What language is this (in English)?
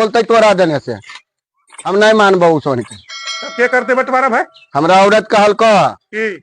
Magahi